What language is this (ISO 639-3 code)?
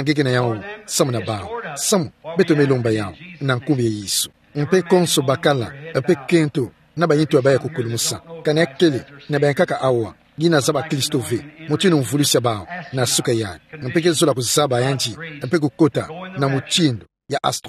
ktu